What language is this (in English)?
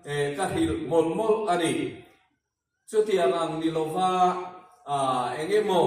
Hmar